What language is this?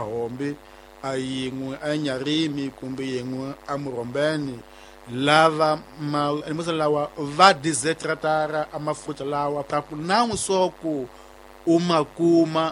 Tsonga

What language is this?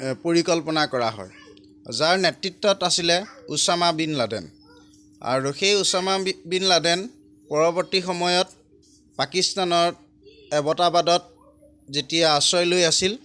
Assamese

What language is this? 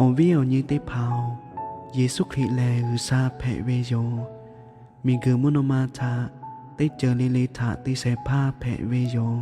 Lahu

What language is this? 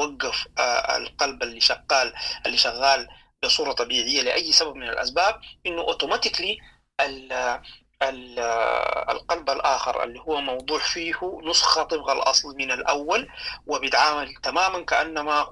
Sudanese Arabic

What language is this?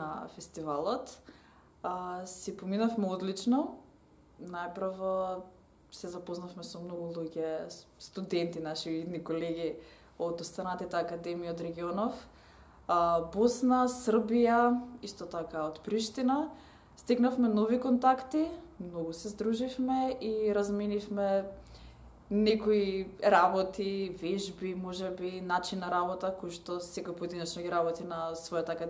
Macedonian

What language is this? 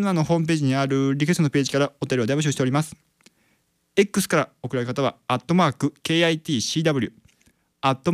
Japanese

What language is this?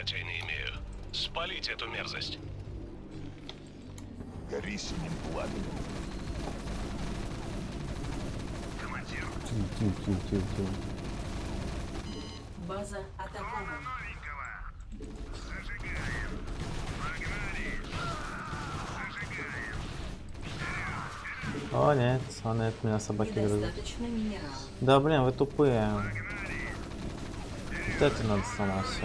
Russian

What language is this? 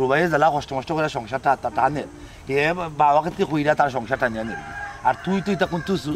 Sylheti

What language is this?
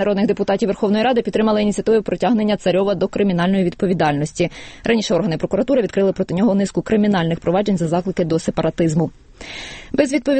Ukrainian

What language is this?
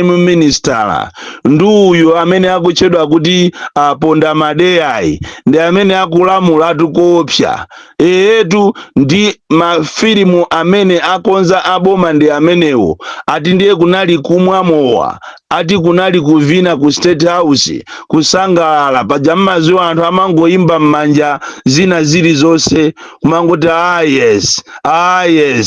Nyanja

